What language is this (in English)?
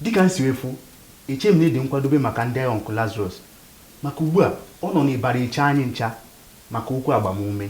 Igbo